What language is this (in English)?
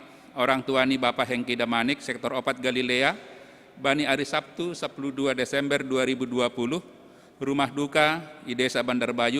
Batak Simalungun